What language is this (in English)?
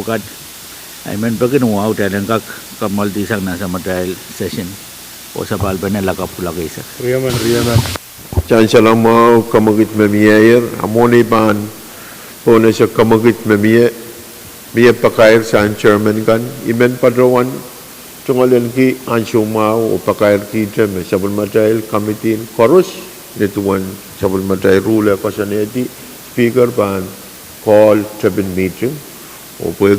Pohnpeian